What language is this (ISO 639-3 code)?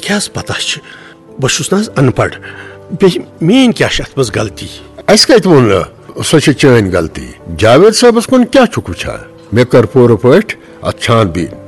kas